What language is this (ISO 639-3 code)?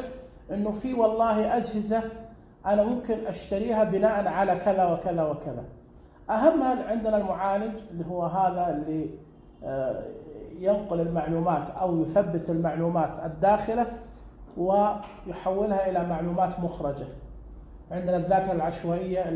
ars